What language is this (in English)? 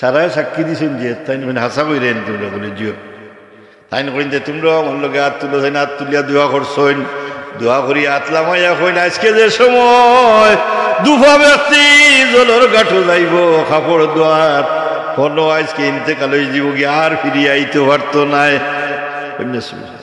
Sylheti